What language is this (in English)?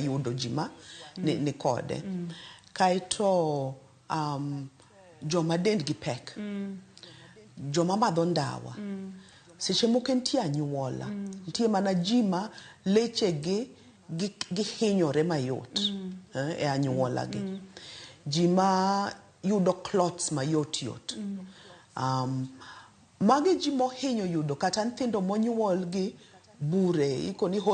Luo (Kenya and Tanzania)